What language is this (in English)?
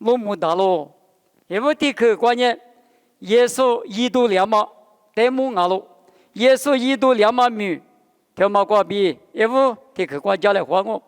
Lisu